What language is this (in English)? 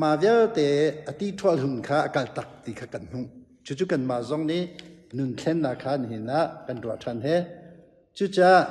Hakha Chin